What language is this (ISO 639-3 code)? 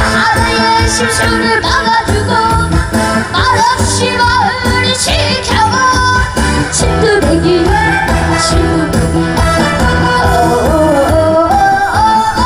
kor